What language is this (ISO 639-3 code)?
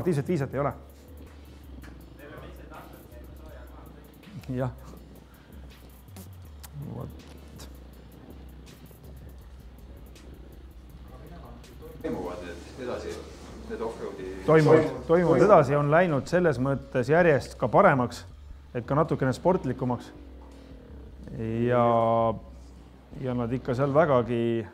est